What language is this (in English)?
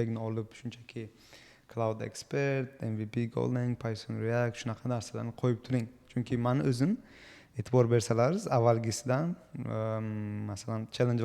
Uzbek